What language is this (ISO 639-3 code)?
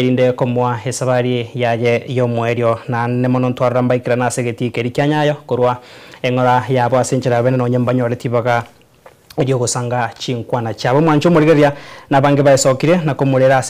guz